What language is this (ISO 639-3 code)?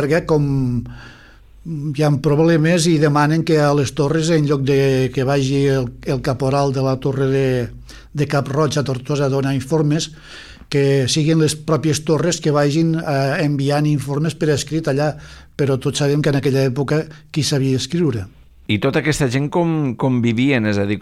cat